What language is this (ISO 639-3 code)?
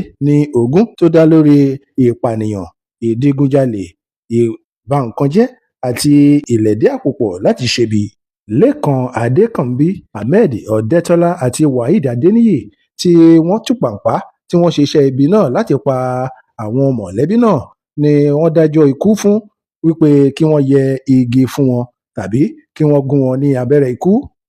yor